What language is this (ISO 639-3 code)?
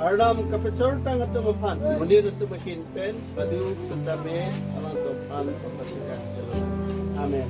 mjw